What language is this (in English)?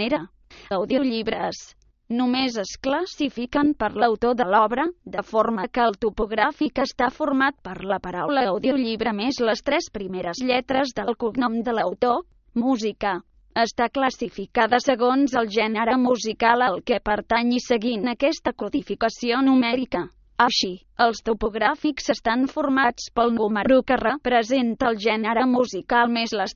Catalan